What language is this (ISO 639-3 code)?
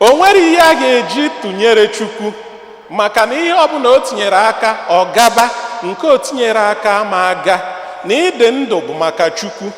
ibo